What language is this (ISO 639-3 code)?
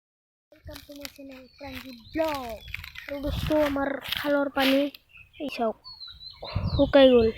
asm